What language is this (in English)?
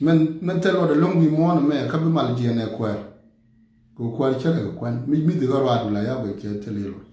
Nuer